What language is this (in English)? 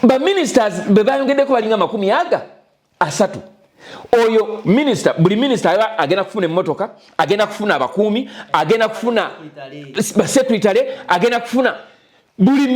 Ganda